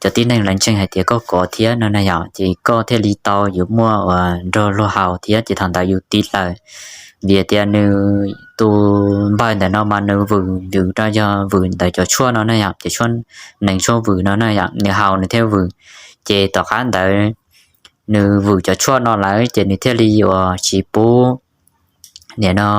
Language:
Hmong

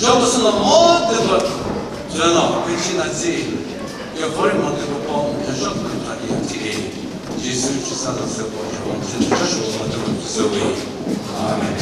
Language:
Chokri Naga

